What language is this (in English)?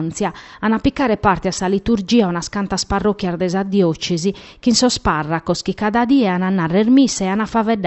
Sardinian